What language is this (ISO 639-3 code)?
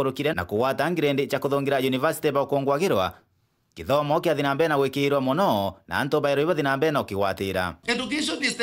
mer